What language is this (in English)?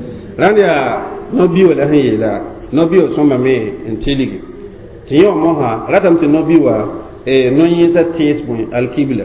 Mossi